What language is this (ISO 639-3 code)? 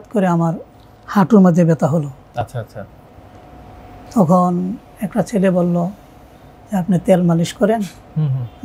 ben